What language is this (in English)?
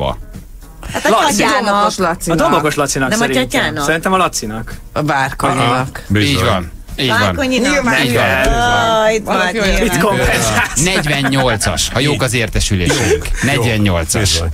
Hungarian